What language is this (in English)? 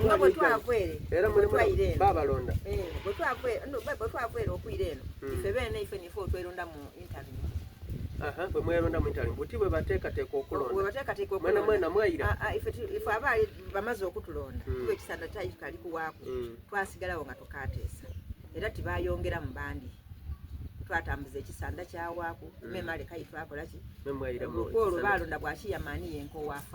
Soga